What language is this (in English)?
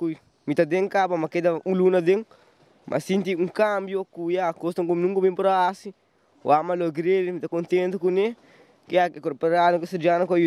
Papiamento